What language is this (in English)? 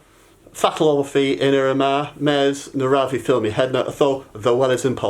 Cornish